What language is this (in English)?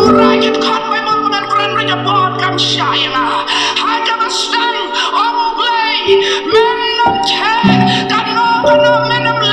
Khasi